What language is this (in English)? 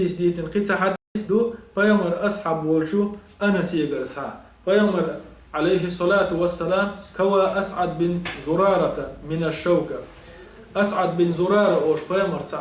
Chechen